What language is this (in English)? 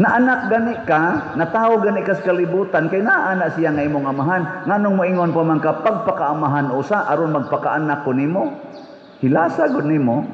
Cebuano